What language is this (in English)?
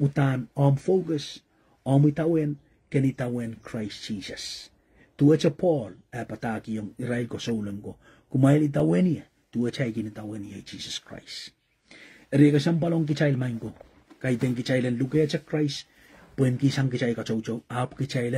Pohnpeian